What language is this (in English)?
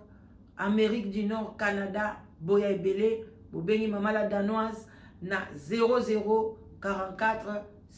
Lingala